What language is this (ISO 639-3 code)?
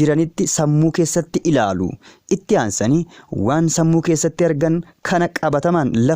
orm